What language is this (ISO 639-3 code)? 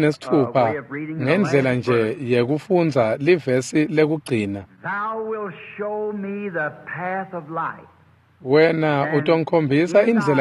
ssw